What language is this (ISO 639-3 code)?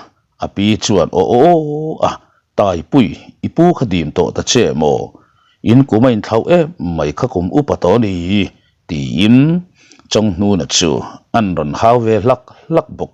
lus